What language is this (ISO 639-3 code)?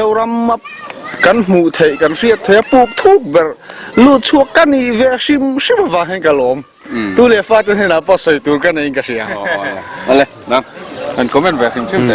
lus